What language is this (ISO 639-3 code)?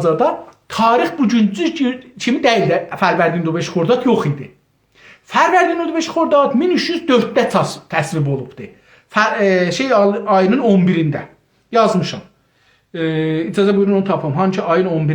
azb